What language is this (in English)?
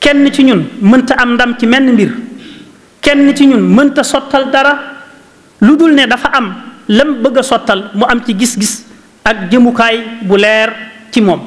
Wolof